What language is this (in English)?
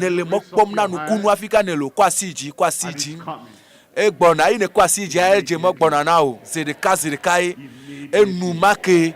Ewe